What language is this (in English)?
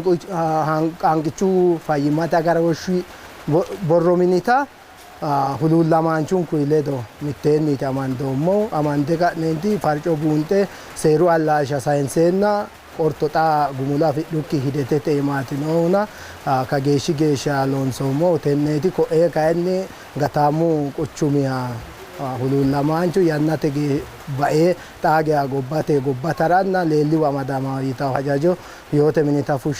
Sidamo